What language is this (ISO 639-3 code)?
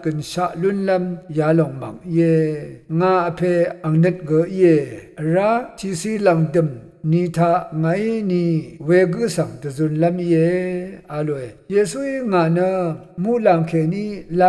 raw